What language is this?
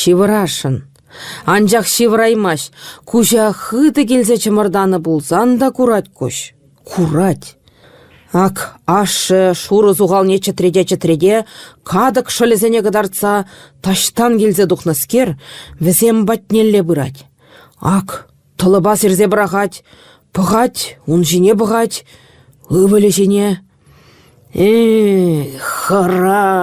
Chuvash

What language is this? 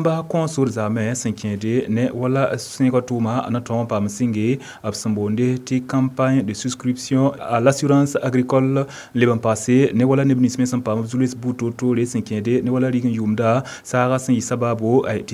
Mossi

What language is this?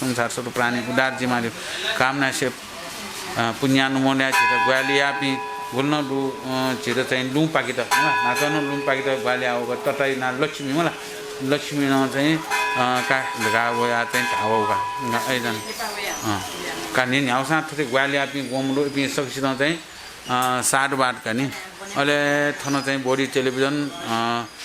Newari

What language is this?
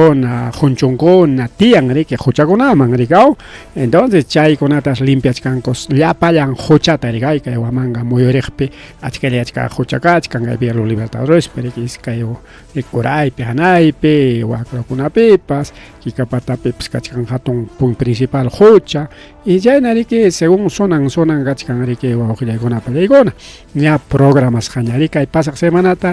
Ayacucho Quechua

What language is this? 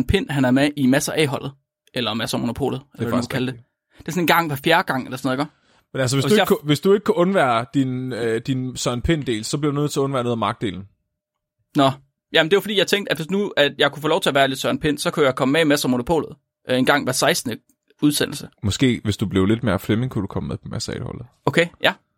Danish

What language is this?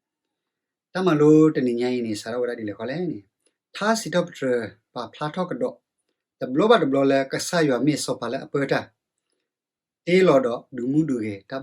S'gaw Karen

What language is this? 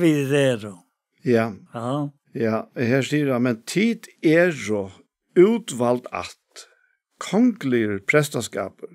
Faroese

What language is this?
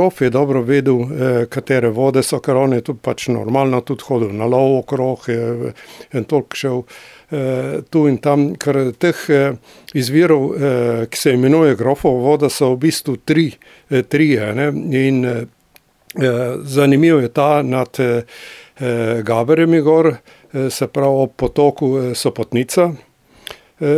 Slovenian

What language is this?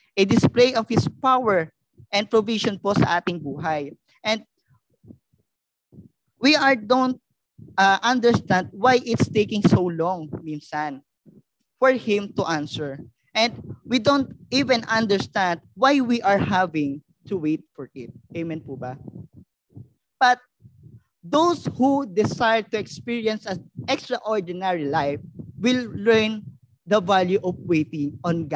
Filipino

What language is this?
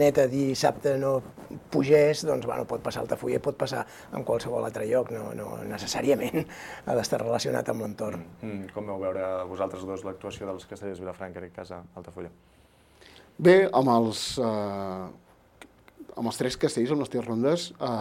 Catalan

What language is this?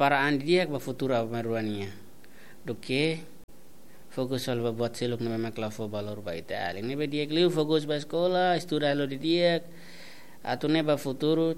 Tetum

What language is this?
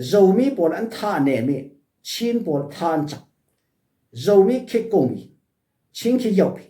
Falam Chin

